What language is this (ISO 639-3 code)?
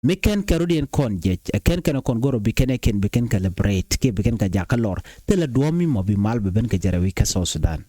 nus